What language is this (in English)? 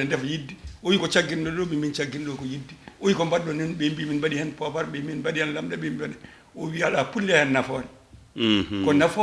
Fula